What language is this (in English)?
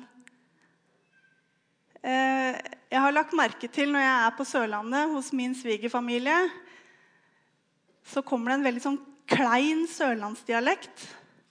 Norwegian